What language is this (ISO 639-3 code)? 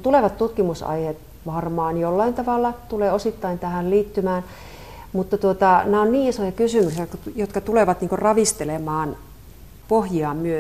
fin